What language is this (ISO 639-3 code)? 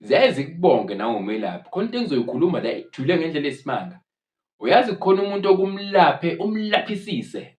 zul